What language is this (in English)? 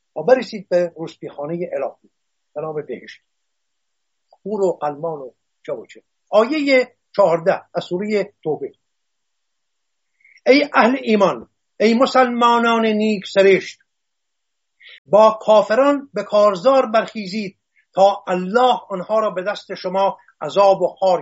Persian